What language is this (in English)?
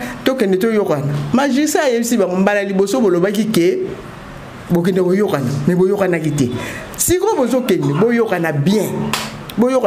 Lingala